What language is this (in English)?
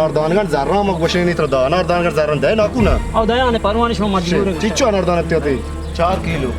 Baluchi